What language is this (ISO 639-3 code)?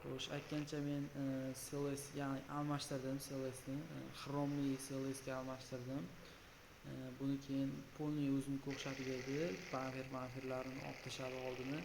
uzb